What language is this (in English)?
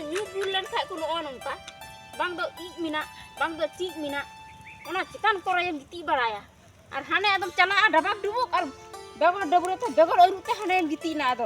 Santali